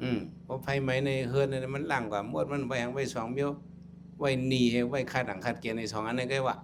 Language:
Shan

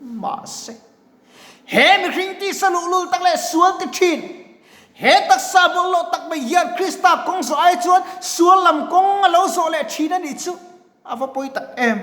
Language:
Mizo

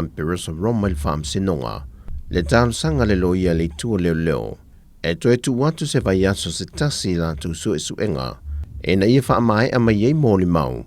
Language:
Samoan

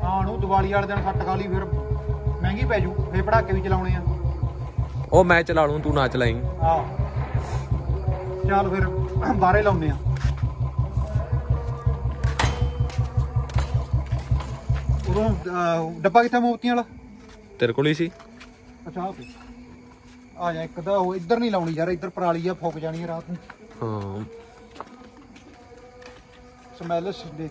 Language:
Punjabi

